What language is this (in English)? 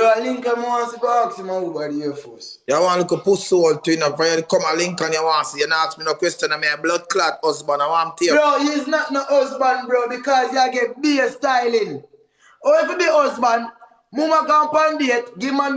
Jamaican Creole English